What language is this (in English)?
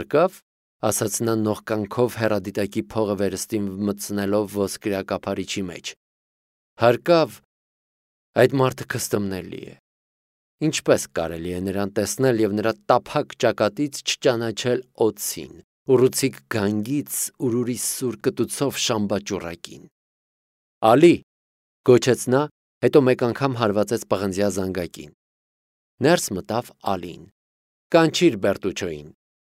Armenian